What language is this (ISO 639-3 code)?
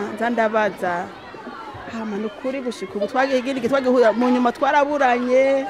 run